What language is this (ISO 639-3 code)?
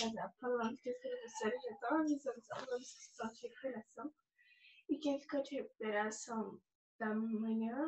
por